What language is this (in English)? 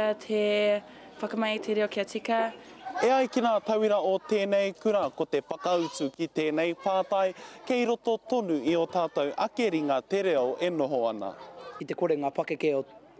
Māori